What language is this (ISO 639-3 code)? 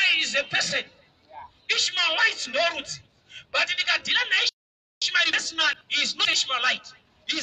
sna